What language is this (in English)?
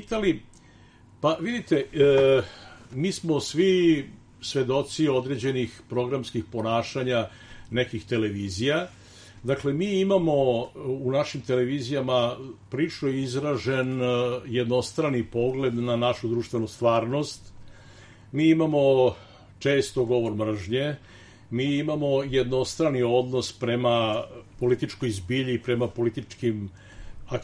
Serbian